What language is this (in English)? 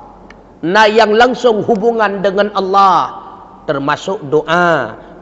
Achinese